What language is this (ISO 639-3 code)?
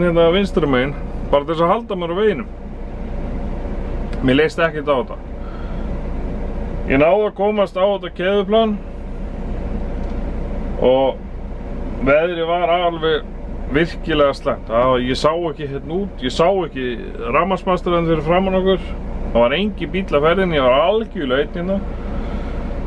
isl